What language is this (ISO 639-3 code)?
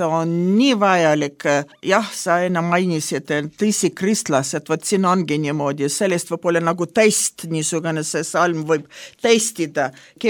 est